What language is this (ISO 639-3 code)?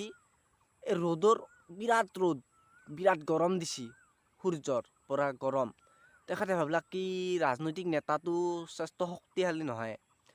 asm